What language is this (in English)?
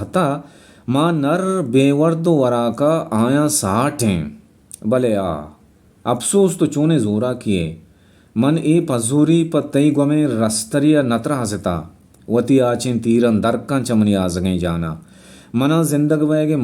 Baluchi